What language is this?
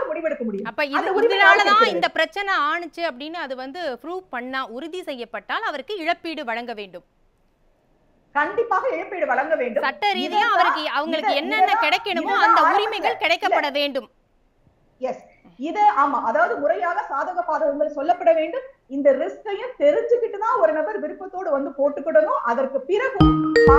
Tamil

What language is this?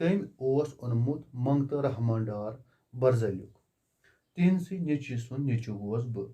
Kashmiri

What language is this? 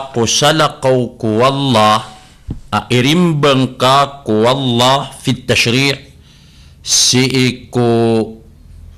Maranao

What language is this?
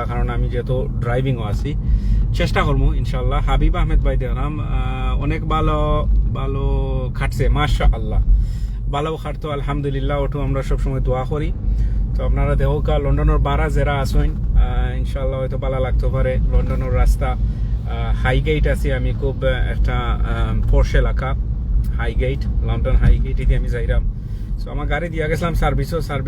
Sylheti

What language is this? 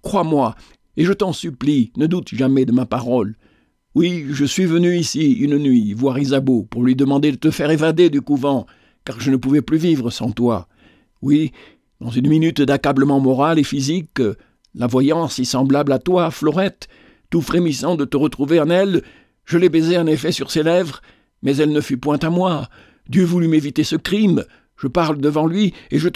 French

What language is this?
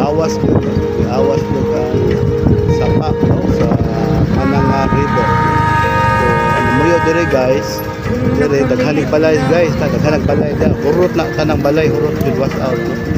Cebuano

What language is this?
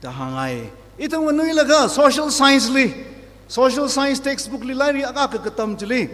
Tangkhul Naga (India)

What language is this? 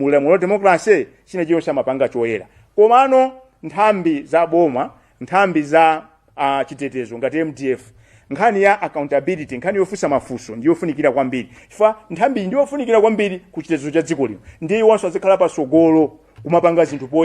Nyanja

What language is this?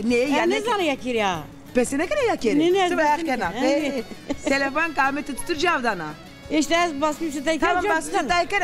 Zaza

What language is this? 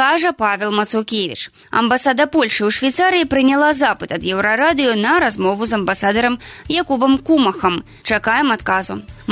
Belarusian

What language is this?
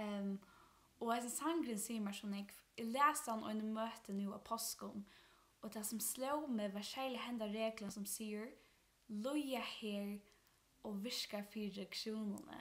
Faroese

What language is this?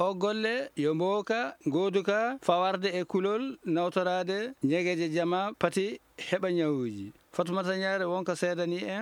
Fula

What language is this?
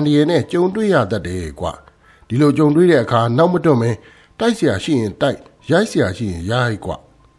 Burmese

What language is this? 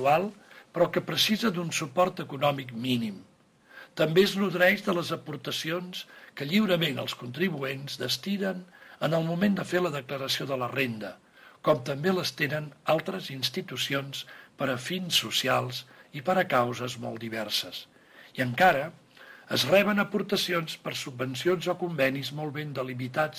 Catalan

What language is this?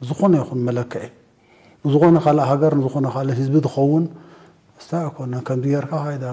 Tigrinya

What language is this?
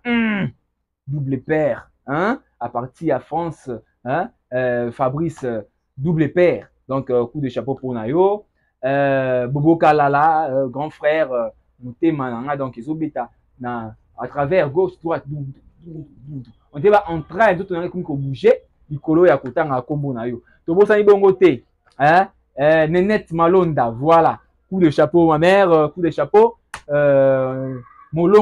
Lingala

